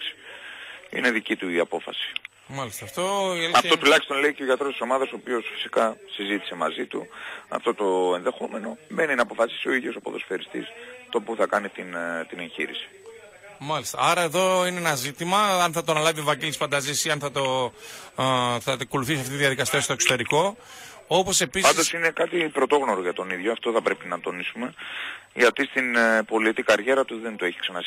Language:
Greek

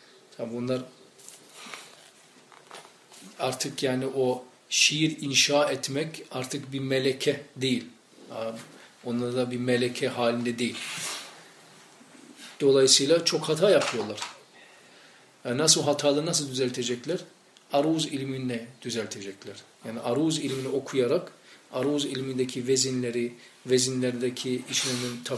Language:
Turkish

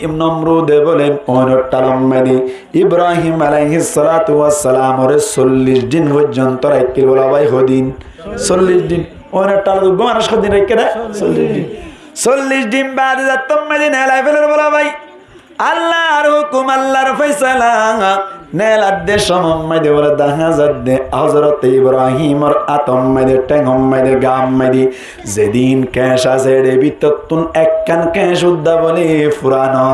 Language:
Rohingya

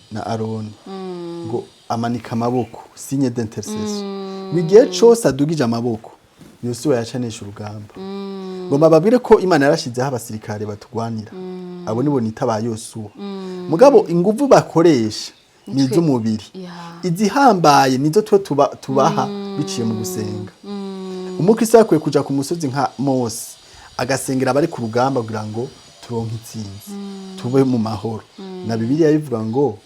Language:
Rundi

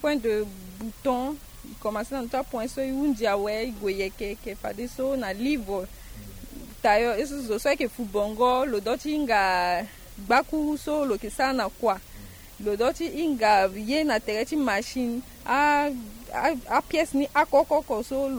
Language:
Sango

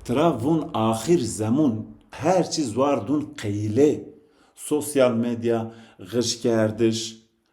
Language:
Zaza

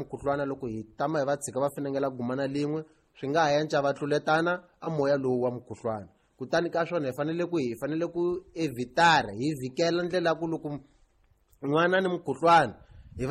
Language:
Tsonga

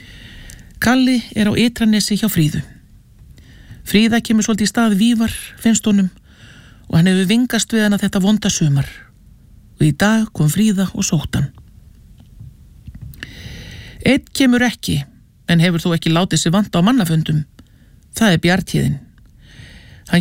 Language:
Icelandic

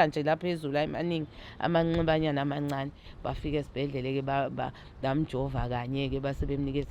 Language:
Zulu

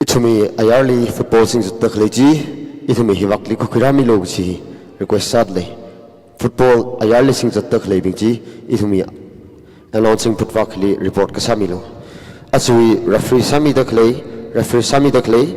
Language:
Tangkhul Naga (India)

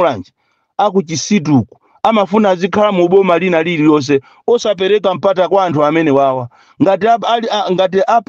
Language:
Nyanja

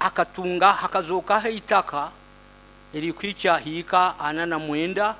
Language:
Nyoro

